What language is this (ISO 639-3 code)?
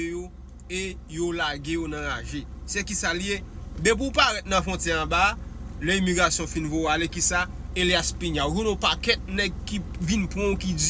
hat